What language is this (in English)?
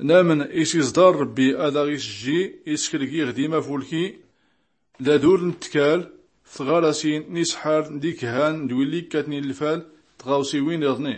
Tachelhit